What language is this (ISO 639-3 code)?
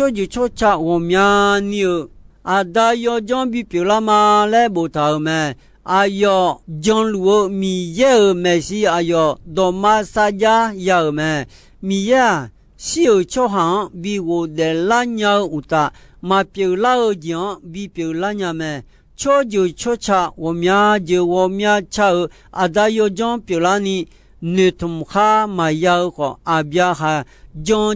ahk